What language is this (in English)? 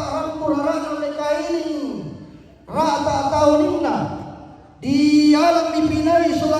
Toraja-Sa'dan